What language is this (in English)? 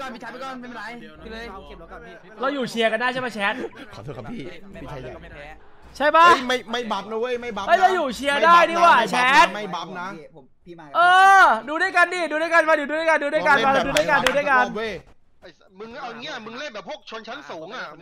Thai